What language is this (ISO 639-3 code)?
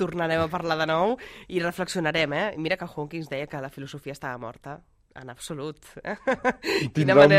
cat